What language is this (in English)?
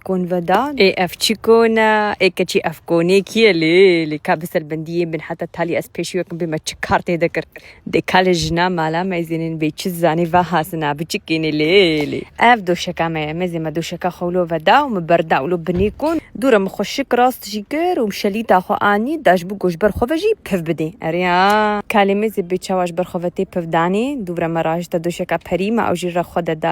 Kurdish